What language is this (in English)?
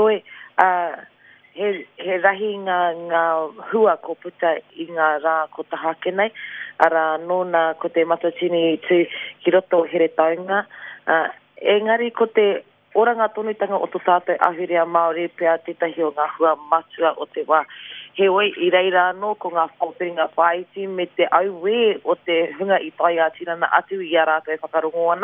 Māori